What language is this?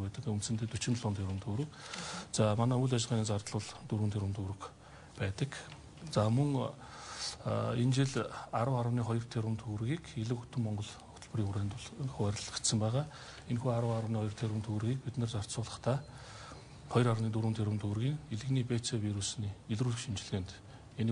Mongolian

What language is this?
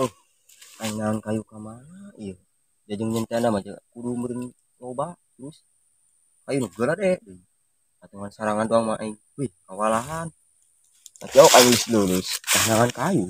Sundanese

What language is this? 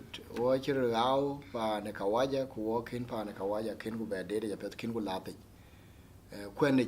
Dinka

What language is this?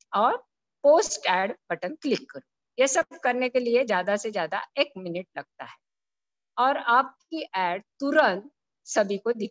Hindi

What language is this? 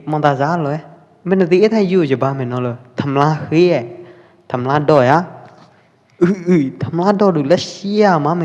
Pwo Eastern Karen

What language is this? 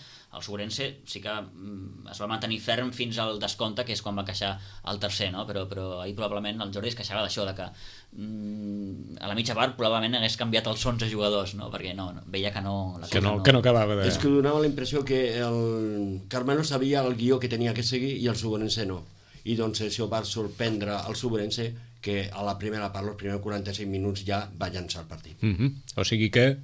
Catalan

